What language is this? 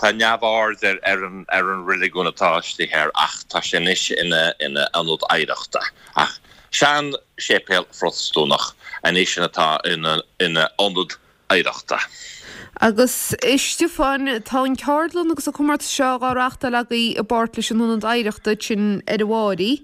Irish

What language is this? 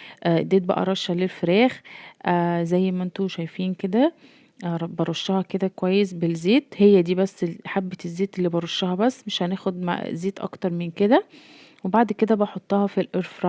Egyptian Arabic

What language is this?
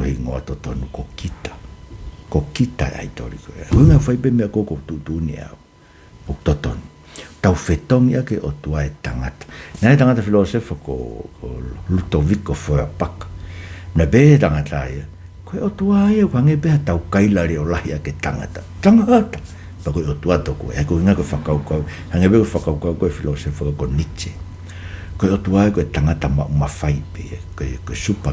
Tongan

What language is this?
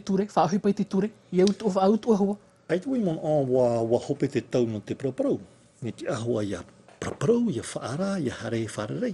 Tahitian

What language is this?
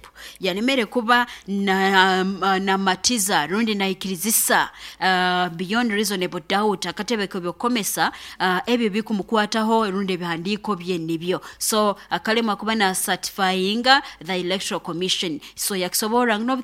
Nyoro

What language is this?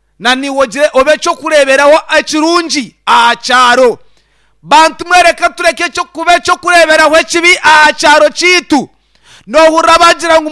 Nyankole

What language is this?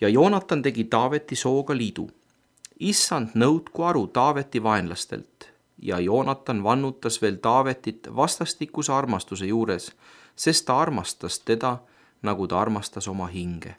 Estonian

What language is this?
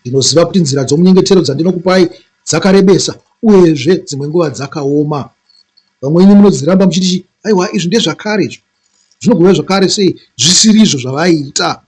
Shona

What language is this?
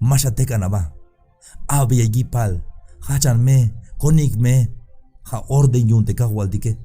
Tzeltal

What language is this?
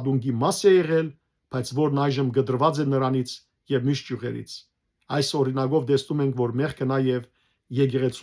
Western Armenian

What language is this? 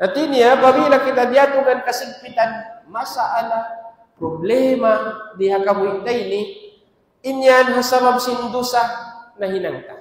Tausug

